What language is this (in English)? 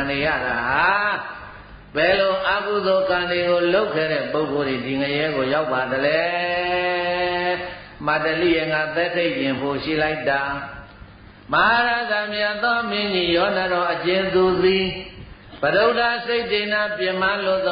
Burmese